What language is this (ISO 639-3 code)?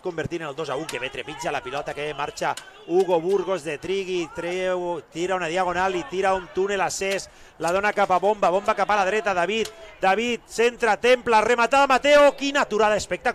cat